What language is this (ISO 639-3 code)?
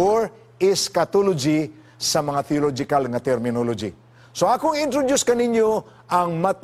ceb